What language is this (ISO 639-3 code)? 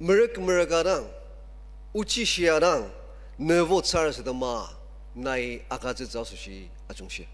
njo